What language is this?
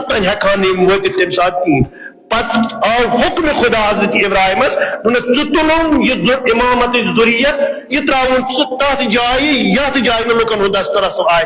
Kashmiri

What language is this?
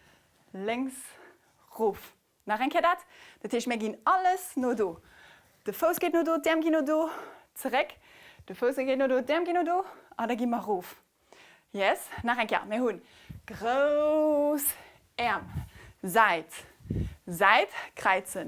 Luxembourgish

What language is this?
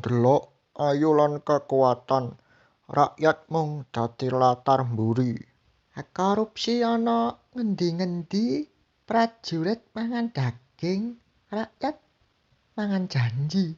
Javanese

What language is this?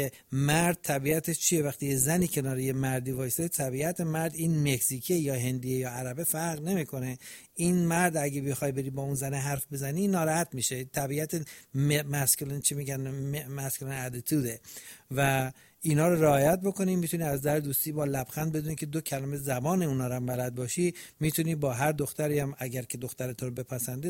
Persian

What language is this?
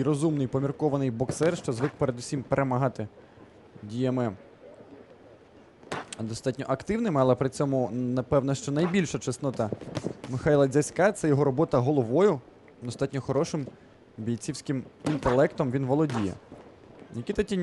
Ukrainian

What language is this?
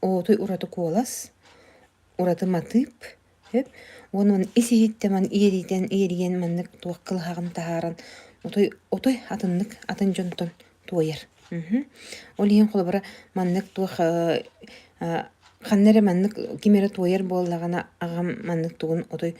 Yakut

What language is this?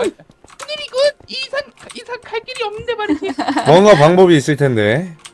Korean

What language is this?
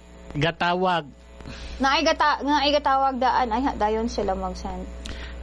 Cebuano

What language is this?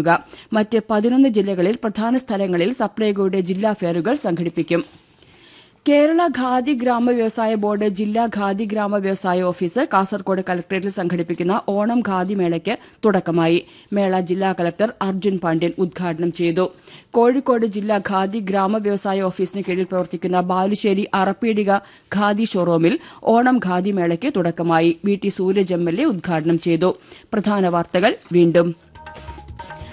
Malayalam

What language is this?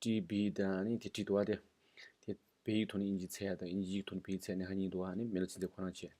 Tibetan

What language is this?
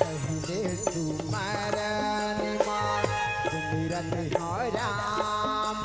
Chhattisgarhi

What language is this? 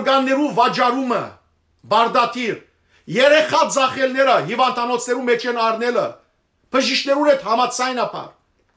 Western Armenian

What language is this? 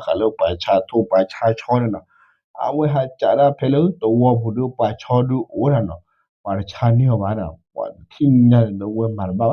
S'gaw Karen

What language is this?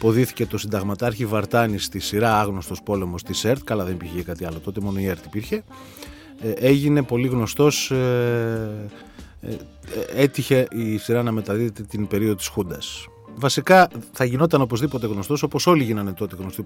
Greek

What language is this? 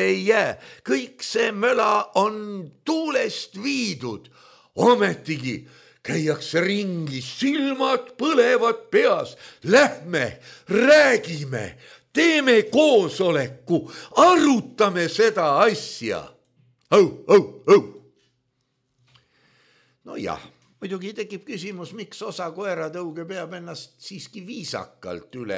Estonian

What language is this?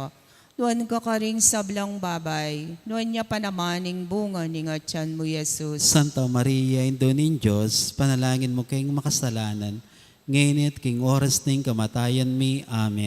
Pampanga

